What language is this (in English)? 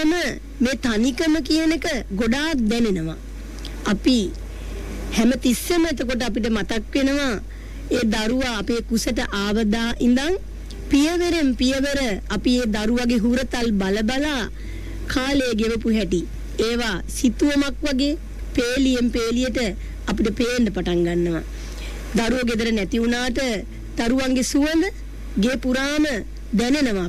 Sinhala